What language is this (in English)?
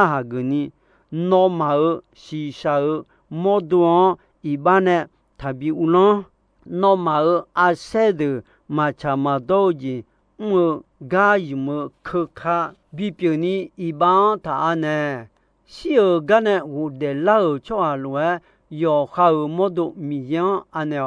Akha